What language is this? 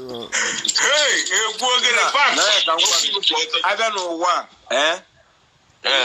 Igbo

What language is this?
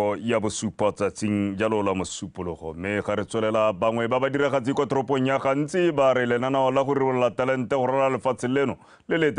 Tswana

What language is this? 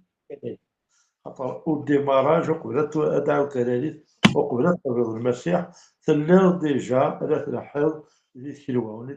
Kabyle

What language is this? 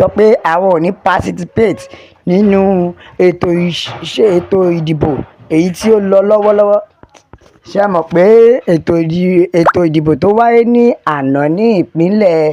Yoruba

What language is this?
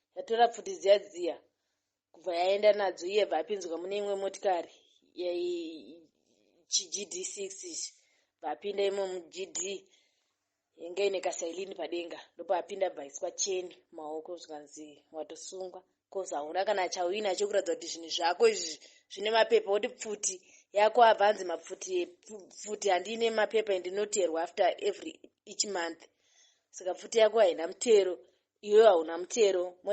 Shona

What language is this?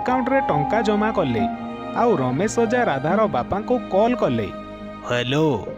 Odia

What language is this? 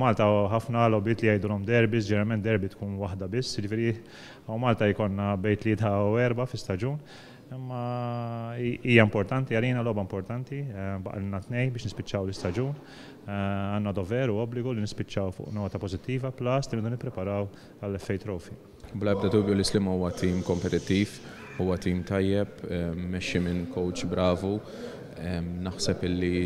Maltese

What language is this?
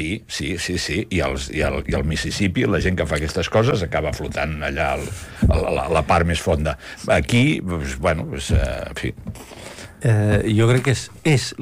Catalan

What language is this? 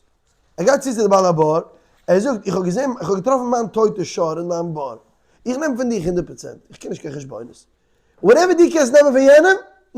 Yiddish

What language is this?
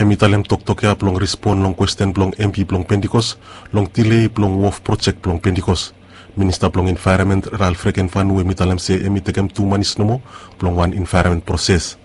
Bislama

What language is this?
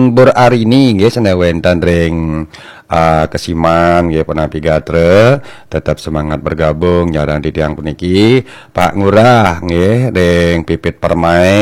Balinese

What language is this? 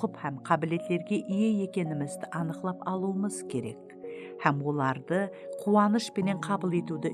Kara-Kalpak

